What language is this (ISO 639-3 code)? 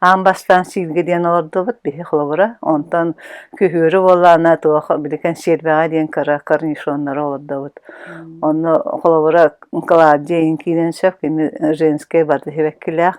sah